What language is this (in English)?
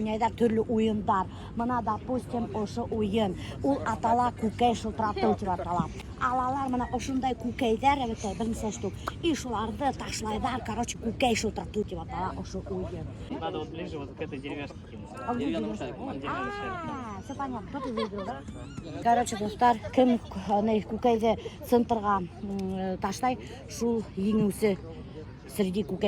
Bashkir